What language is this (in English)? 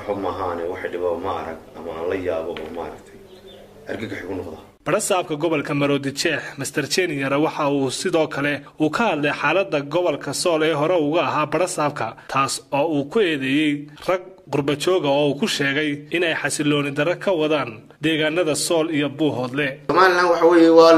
Somali